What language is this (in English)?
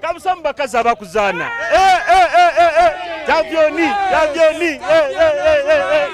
Nyoro